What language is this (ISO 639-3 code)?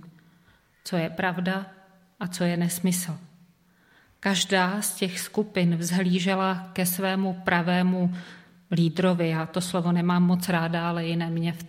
ces